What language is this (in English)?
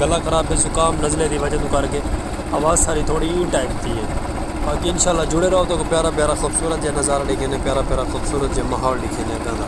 Saraiki